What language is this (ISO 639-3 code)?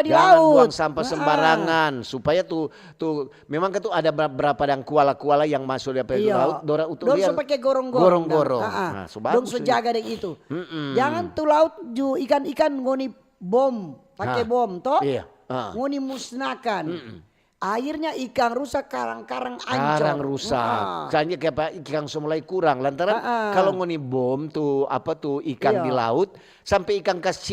xmm